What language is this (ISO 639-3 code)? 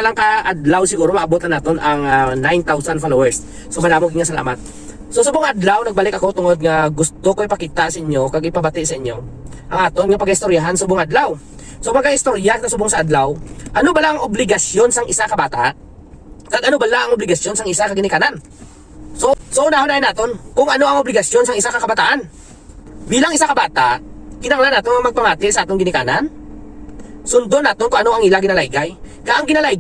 hil